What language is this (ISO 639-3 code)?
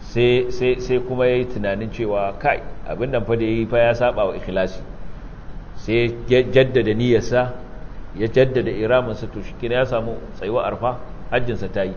hau